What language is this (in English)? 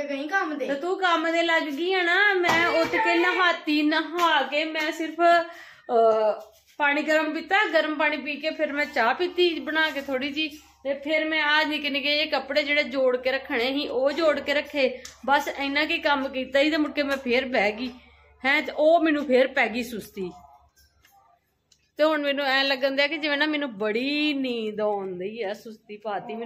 Punjabi